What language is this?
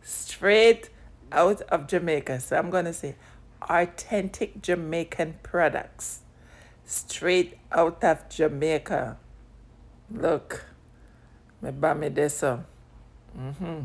Jamaican Creole English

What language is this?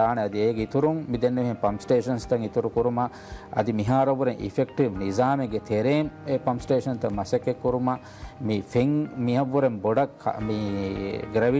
Divehi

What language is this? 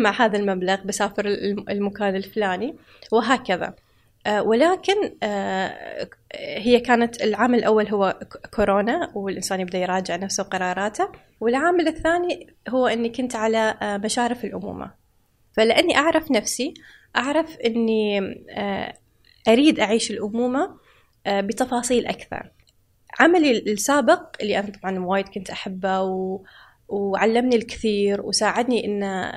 Gulf Arabic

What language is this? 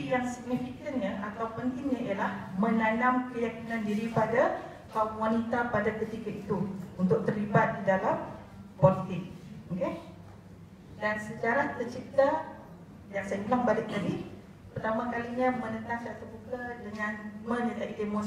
Malay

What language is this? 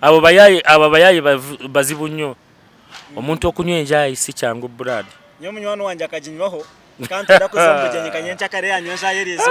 Nyankole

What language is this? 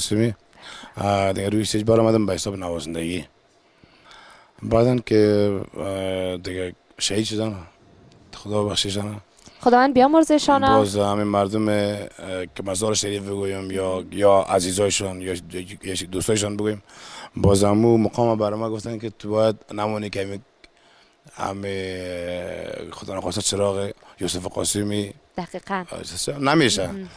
Persian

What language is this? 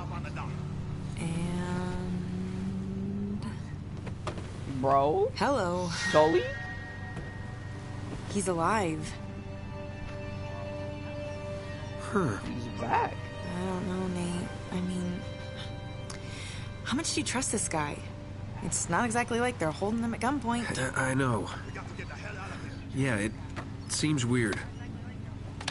English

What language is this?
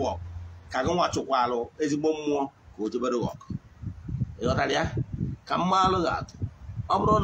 Igbo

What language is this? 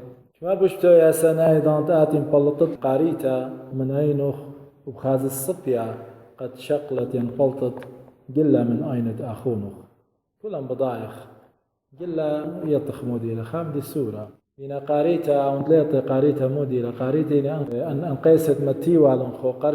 Assyrian Neo-Aramaic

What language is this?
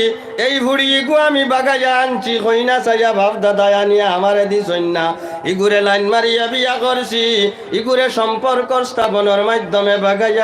Sylheti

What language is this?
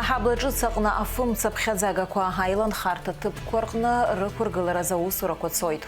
Abkhazian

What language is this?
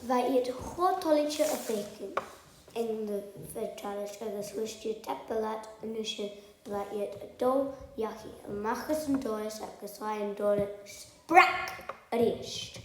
Scottish Gaelic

